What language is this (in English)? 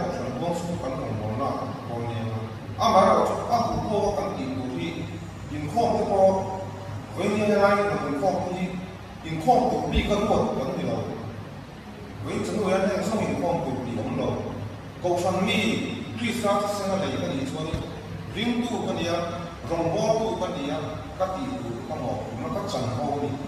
Mizo